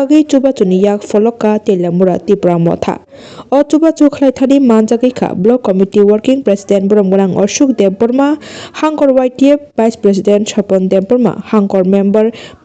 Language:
Kok Borok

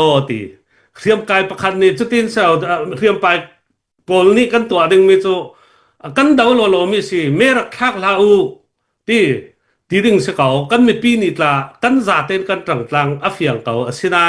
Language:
Falam Chin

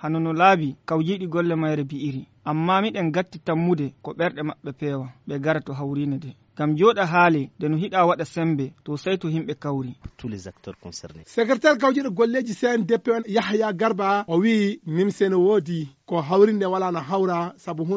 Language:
Nigerian Fulfulde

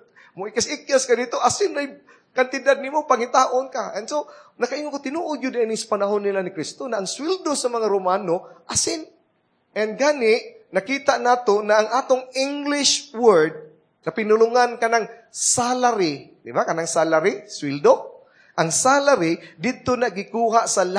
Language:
Cebuano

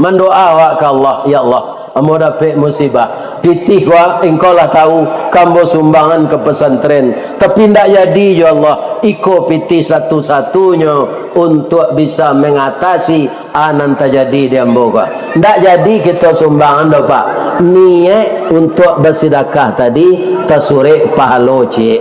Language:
Minangkabau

